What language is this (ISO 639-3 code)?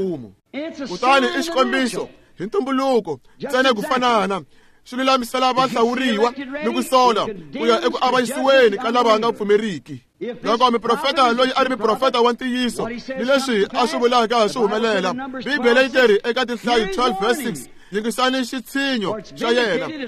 tso